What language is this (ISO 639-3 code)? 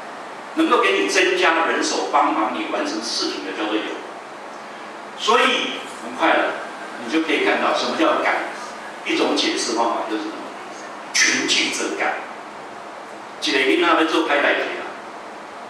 zho